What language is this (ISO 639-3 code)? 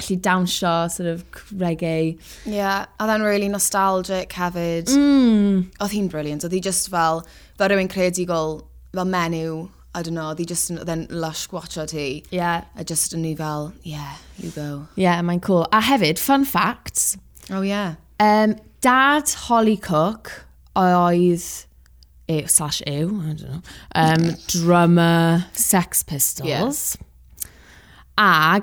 cym